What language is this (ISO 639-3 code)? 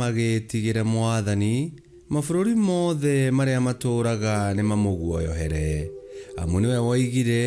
kik